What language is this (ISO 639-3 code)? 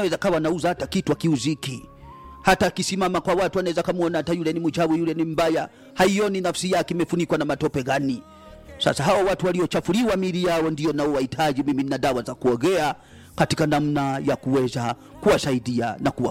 swa